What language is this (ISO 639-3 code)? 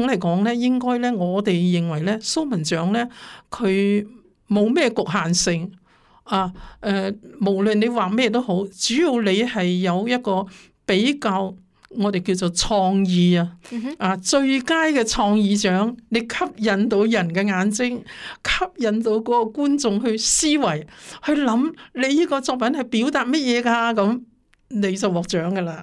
yue